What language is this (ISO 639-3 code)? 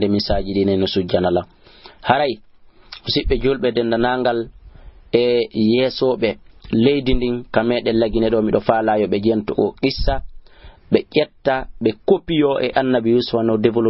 ful